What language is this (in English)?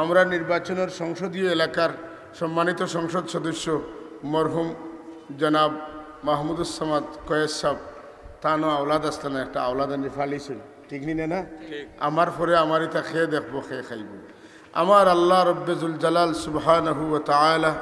Sylheti